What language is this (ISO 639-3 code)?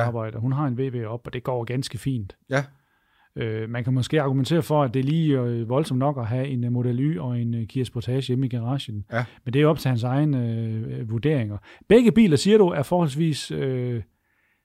dan